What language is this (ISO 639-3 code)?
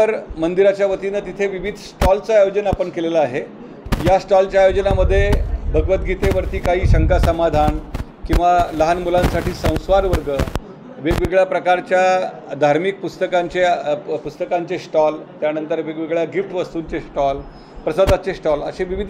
mar